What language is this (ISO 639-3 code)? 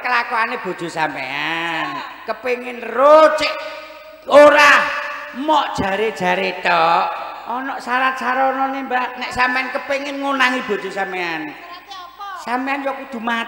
jav